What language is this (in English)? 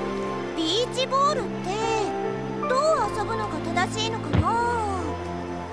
Japanese